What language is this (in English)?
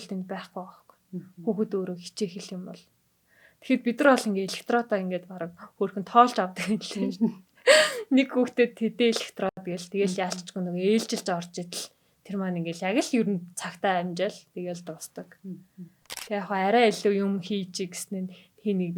Mongolian